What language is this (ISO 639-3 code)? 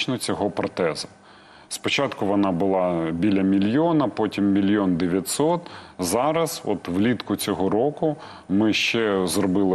ukr